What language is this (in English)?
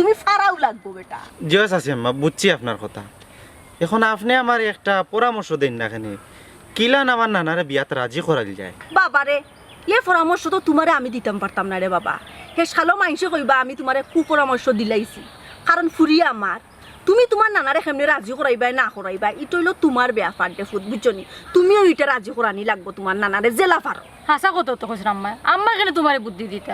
Sylheti